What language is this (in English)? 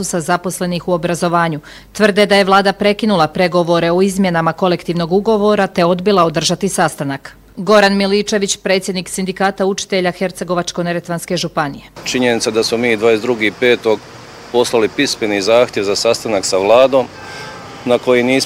Bosnian